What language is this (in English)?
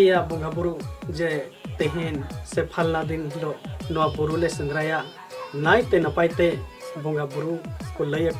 Santali